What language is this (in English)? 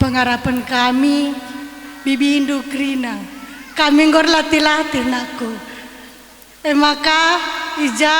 Batak Karo